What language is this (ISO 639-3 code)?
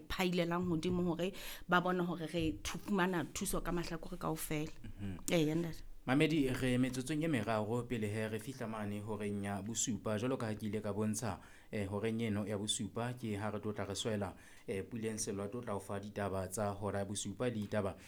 sot